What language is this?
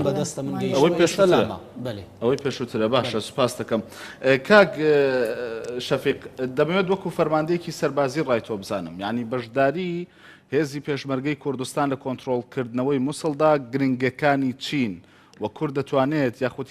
Central Kurdish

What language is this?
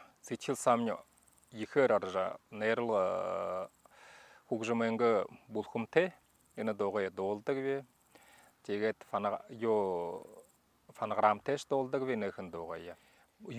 Buriat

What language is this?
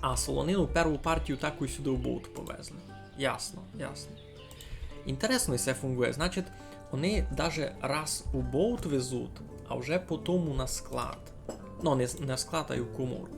Rusyn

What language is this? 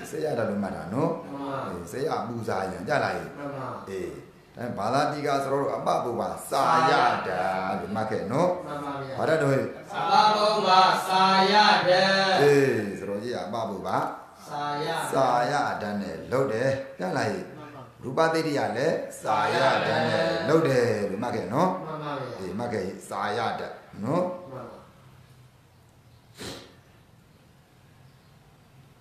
Burmese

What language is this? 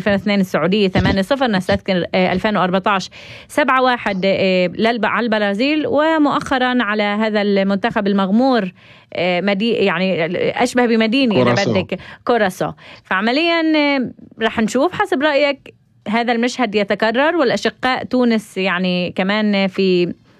North Levantine Arabic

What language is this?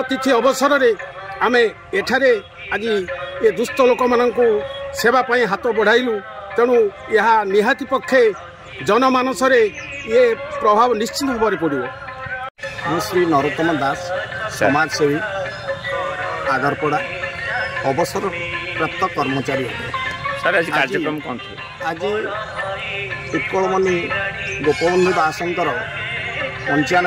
Odia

